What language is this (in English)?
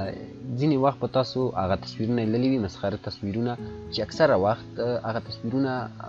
Pashto